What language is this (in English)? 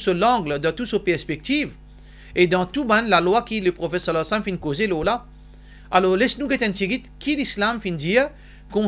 Morisyen